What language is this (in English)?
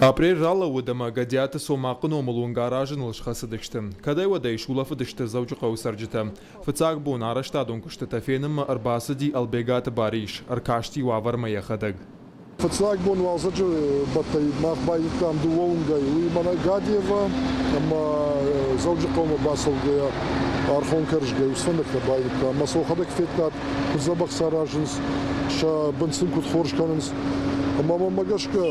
Ossetic